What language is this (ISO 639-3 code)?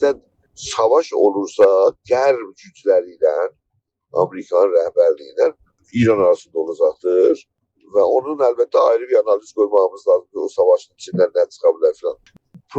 azb